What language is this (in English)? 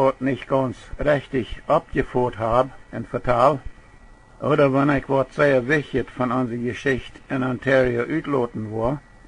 Plautdietsch